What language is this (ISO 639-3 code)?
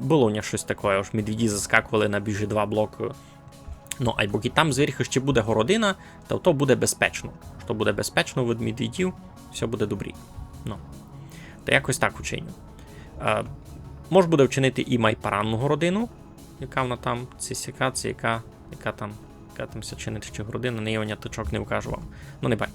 rue